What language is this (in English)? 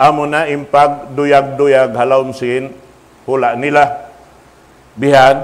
Tausug